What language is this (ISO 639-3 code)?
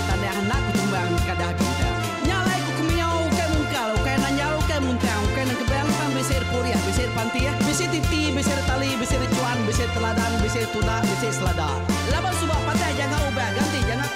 iba